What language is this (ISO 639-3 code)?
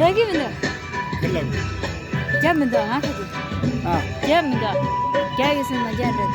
bod